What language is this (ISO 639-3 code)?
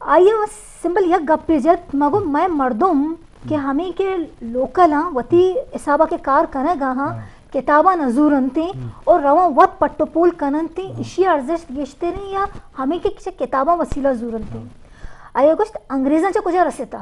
bgp